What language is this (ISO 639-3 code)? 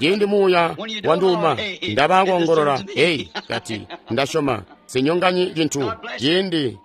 toi